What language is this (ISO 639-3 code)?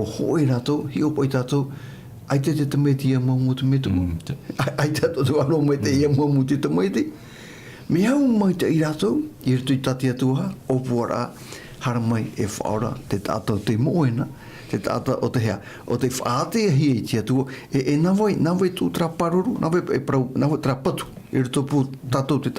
tah